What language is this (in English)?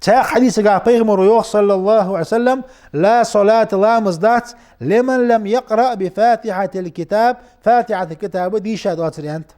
Ingush